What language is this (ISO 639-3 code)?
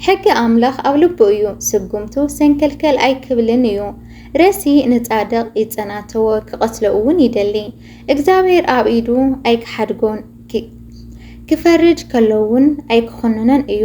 tir